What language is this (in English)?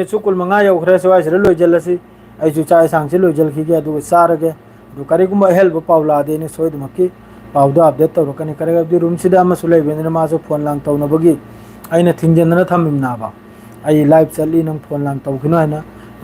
Manipuri